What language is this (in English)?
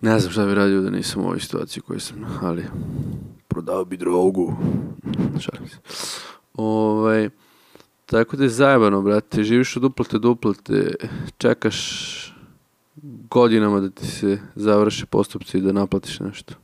Serbian